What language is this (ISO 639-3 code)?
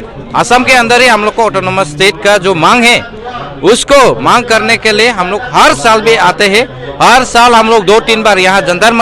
mjw